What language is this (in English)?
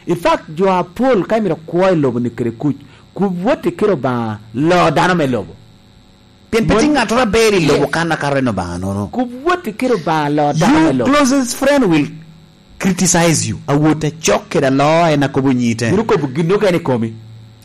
Lango (Uganda)